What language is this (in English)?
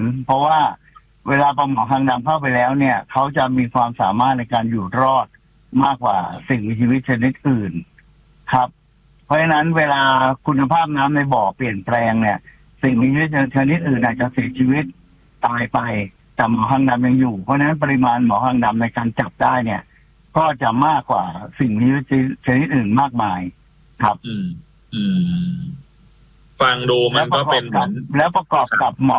Thai